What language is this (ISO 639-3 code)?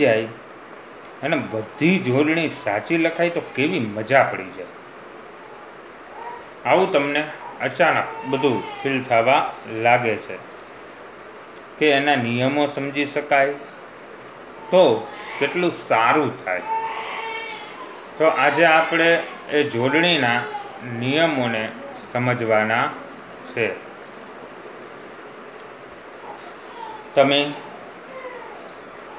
guj